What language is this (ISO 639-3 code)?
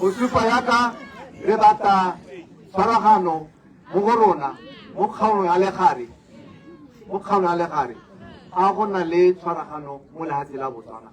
tsn